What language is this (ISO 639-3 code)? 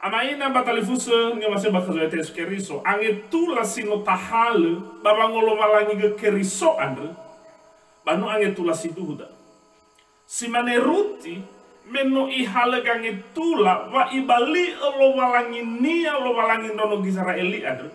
nia